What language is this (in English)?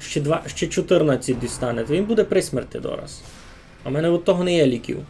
Rusyn